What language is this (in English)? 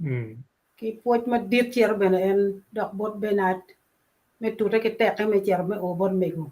Acoli